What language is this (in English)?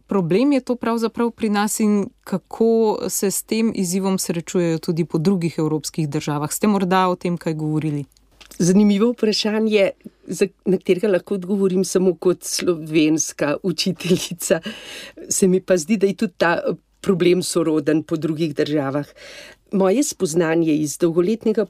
Slovenian